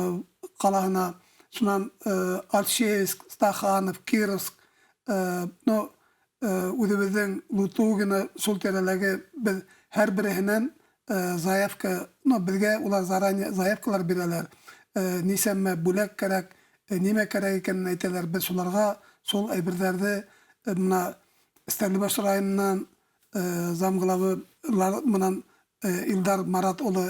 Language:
Bashkir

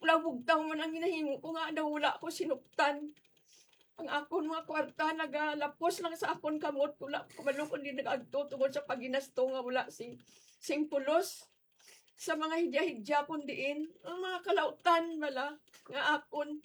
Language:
Hiligaynon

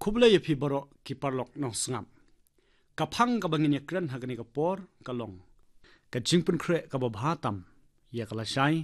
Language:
Khasi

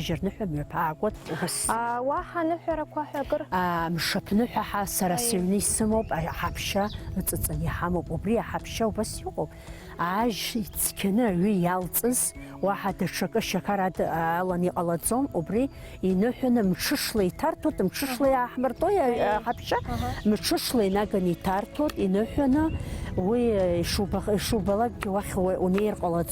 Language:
Abkhazian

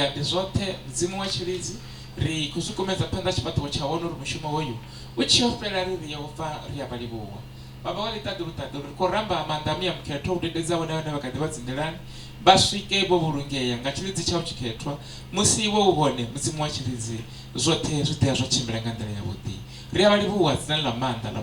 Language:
Venda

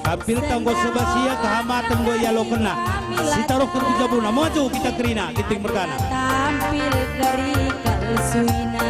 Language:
Batak Karo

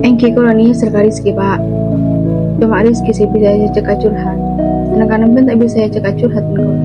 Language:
Madurese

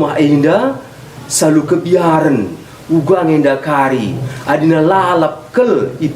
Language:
Batak Karo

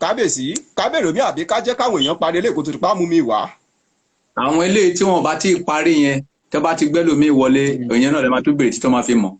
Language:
Yoruba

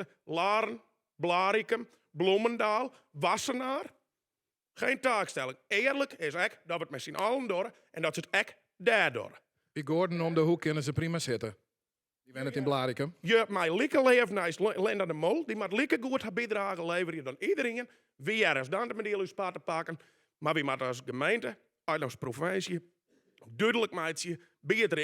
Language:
Western Frisian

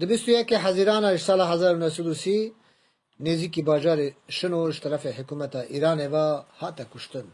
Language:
Kurdish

